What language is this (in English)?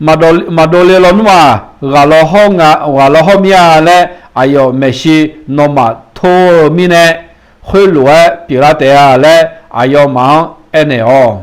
Akha